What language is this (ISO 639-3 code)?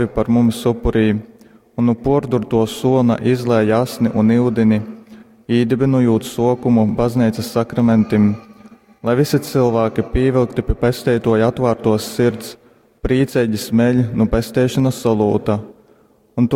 ltg